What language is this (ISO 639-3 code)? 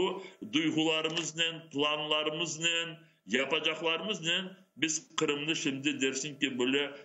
crh